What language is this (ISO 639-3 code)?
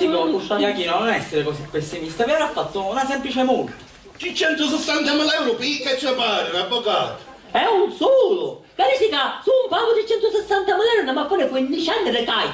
scn